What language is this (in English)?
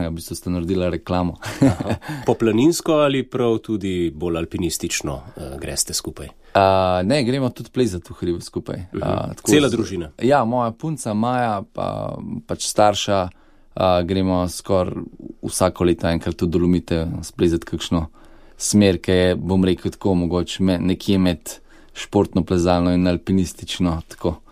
Slovenian